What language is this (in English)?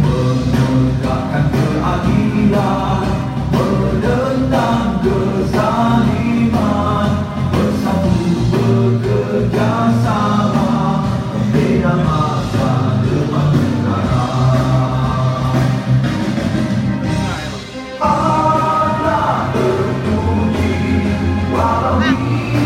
Malay